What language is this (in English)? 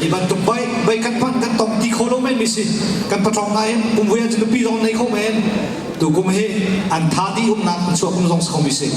Hakha Chin